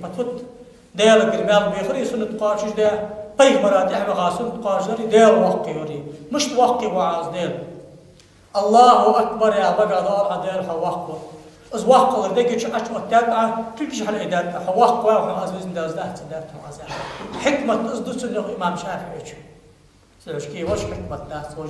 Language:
Ingush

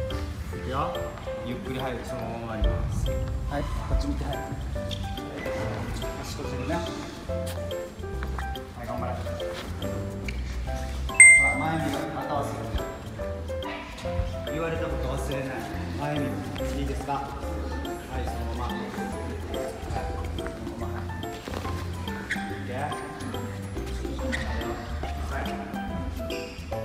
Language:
Japanese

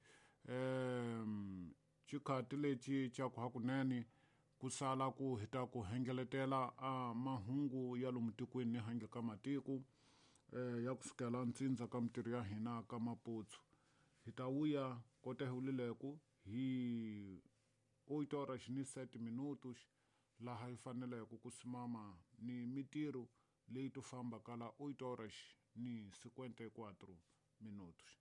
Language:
Tsonga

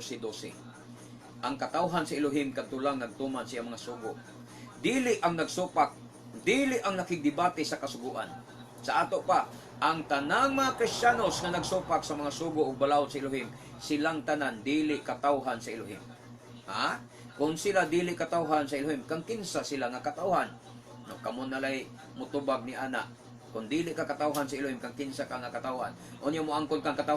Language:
Cebuano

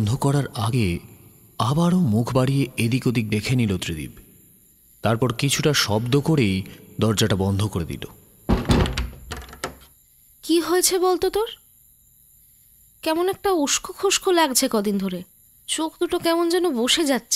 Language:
Bangla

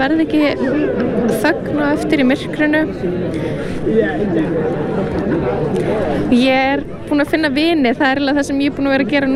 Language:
Icelandic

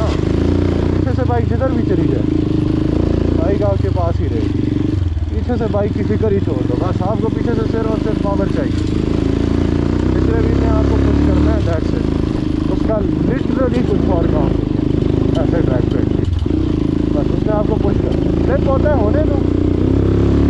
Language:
Hindi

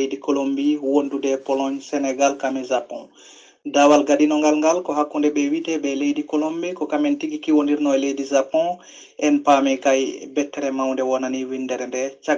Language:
Fula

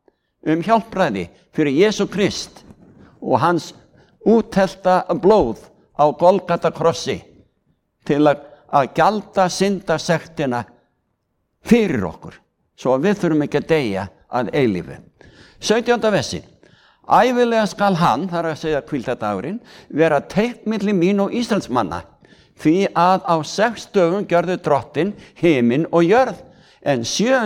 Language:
Icelandic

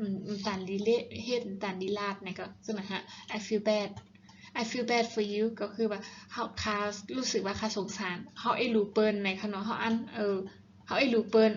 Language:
Shan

